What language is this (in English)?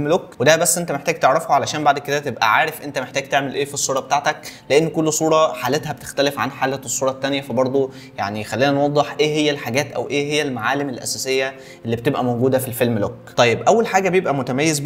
Egyptian Arabic